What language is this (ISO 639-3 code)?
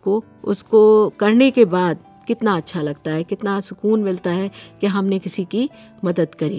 urd